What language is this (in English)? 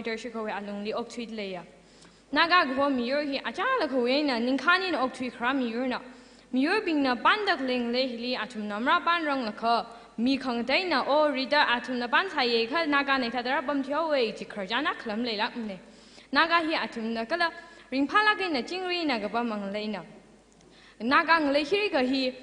Tangkhul Naga (India)